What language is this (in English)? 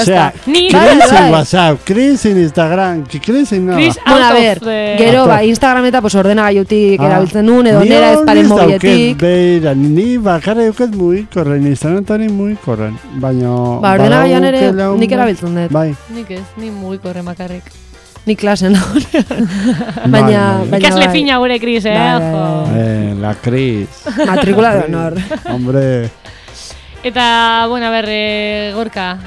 Basque